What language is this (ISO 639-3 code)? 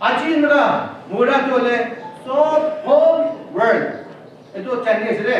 nag